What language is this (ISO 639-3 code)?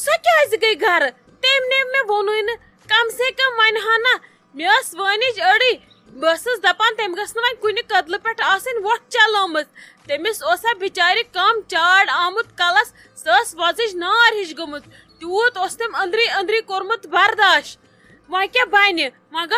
kas